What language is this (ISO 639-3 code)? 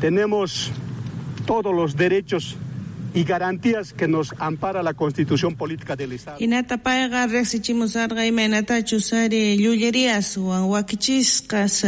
quh